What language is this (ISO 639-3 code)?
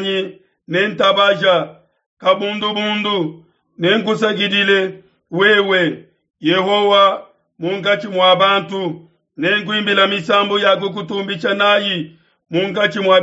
lua